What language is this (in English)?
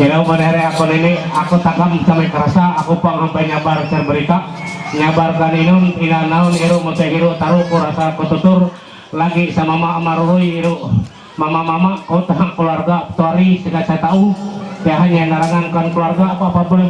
Ma'anyan